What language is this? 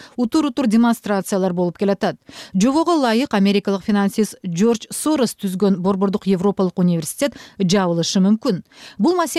Kyrgyz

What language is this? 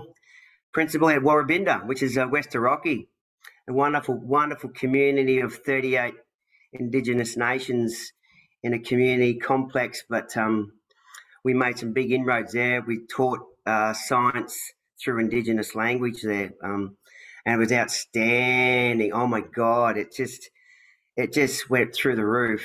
English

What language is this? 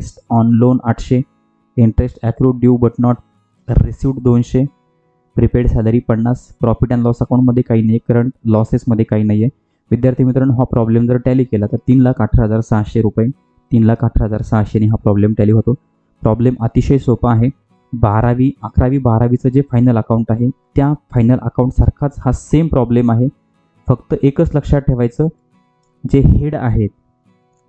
Marathi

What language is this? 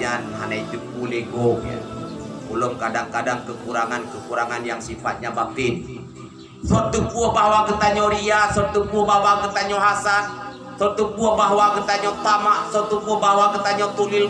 Achinese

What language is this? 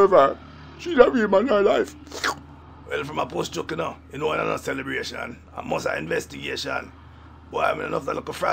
Jamaican Creole English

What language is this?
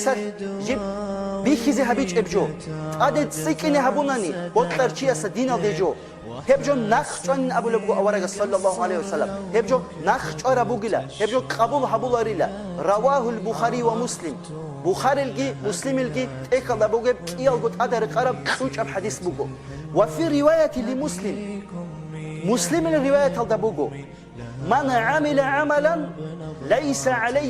Avaric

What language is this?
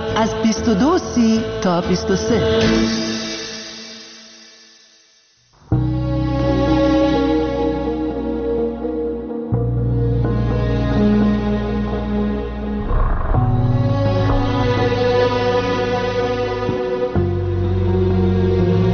Persian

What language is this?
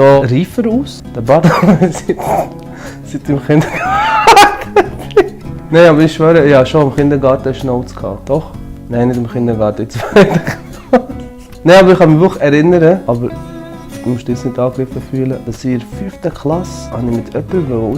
Swiss German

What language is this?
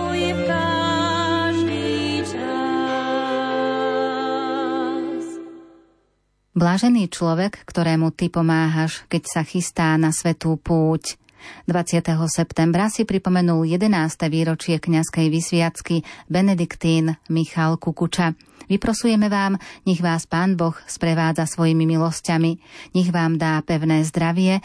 Slovak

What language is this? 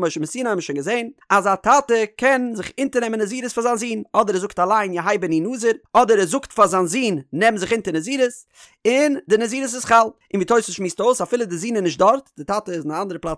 Yiddish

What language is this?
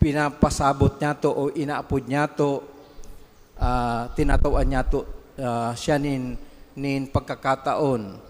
Bikol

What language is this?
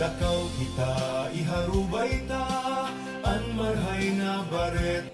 Bikol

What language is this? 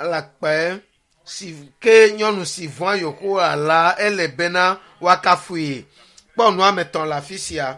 Ewe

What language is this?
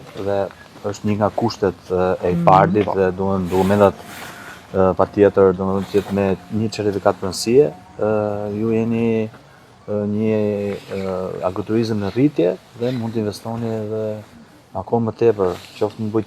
Albanian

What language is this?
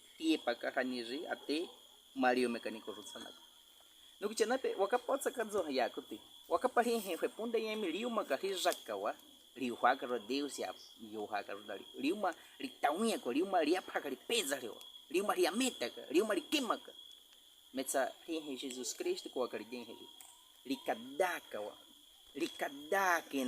Baniwa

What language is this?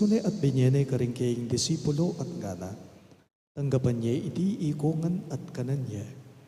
Pampanga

